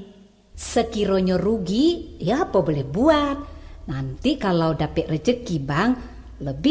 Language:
Minangkabau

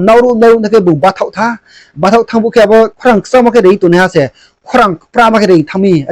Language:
Riang (India)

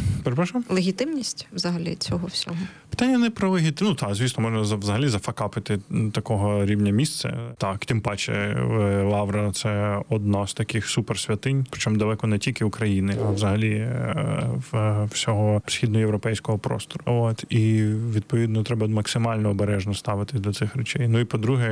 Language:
Ukrainian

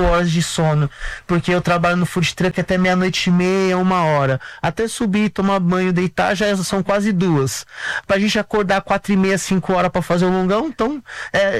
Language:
Portuguese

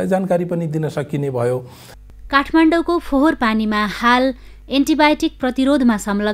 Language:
Nepali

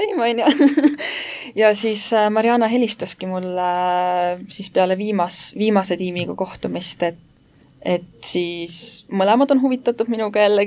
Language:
Estonian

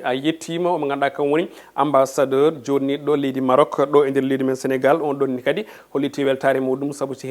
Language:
Fula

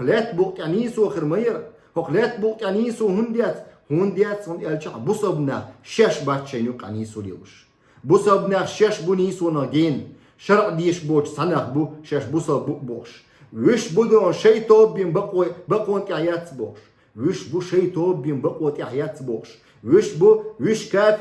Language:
Chechen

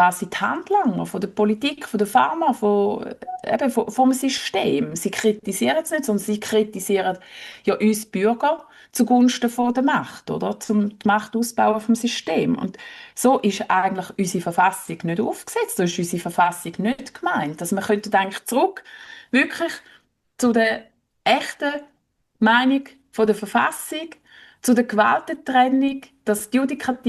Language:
Swiss German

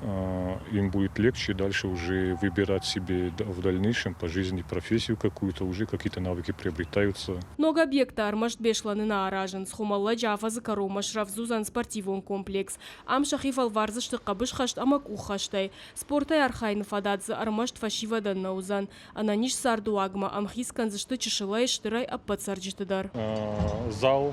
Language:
Ossetic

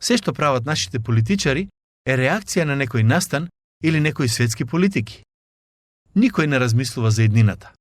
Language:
Macedonian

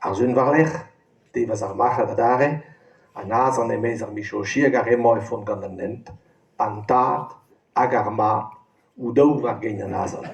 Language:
Breton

